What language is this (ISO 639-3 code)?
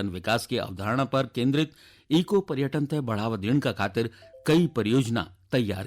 gbm